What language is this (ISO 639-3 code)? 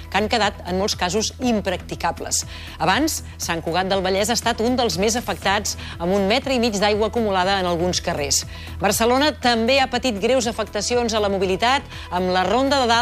cat